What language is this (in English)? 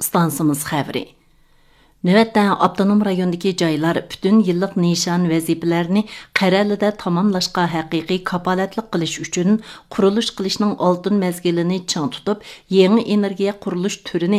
Uyghur